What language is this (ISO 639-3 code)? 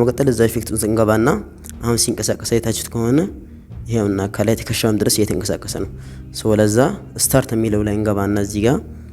amh